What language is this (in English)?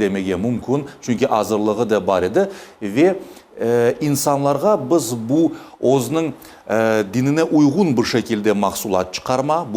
Crimean Tatar